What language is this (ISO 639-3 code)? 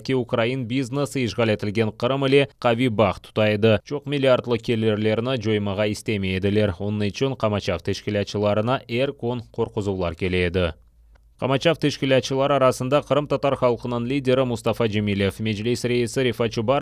crh